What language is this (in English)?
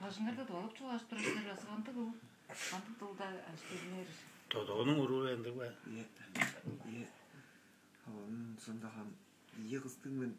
Tuvinian